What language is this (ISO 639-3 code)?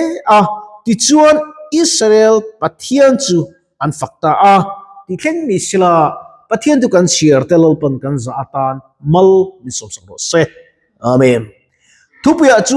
lus